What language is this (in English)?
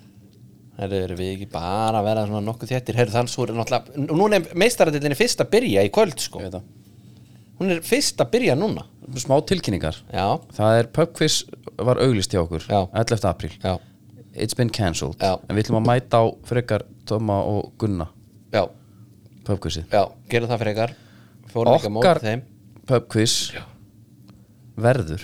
Icelandic